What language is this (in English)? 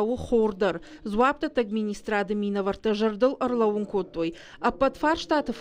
Ossetic